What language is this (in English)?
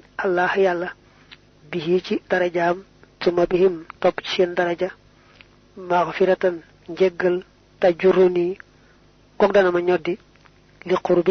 Wolof